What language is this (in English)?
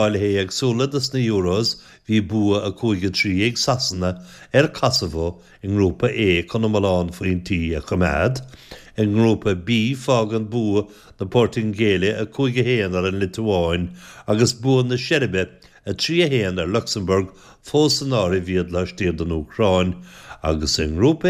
Irish